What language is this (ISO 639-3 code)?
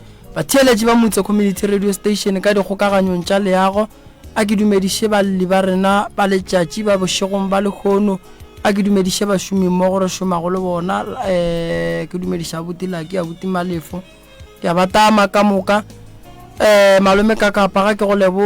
nso